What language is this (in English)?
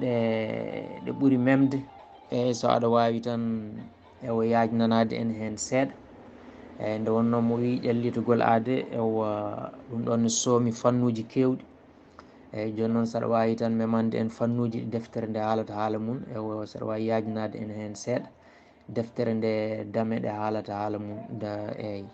Fula